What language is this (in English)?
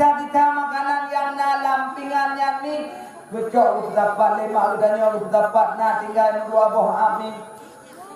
Achinese